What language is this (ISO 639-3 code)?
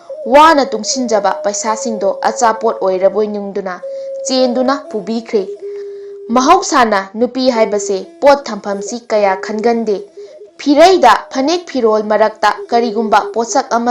mni